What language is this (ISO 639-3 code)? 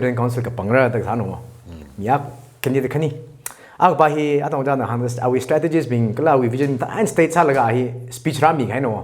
nmf